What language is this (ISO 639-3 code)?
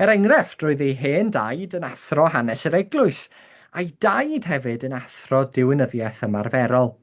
cym